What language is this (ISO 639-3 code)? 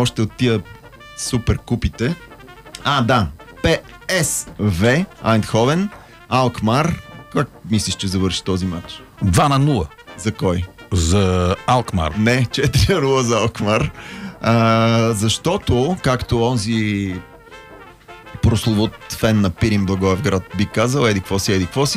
bul